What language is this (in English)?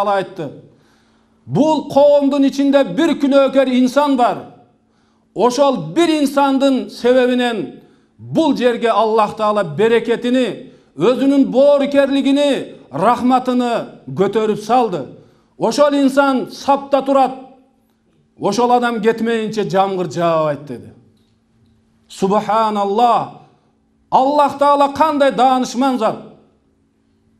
Kyrgyz